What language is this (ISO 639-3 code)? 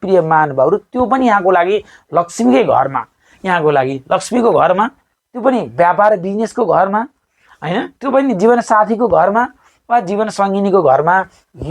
nep